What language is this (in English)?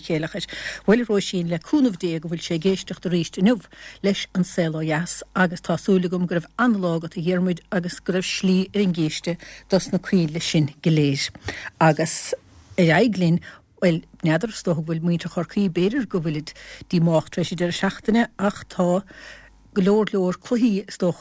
Irish